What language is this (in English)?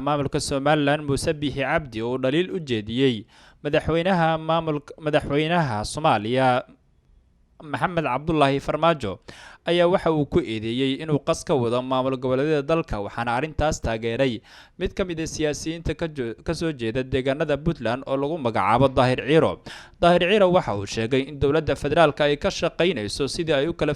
Somali